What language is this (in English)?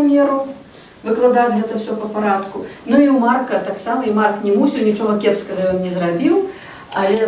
Belarusian